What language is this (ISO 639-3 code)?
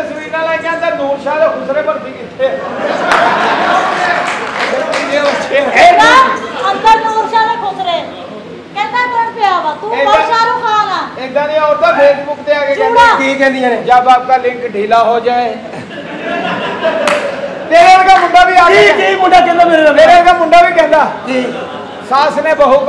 pan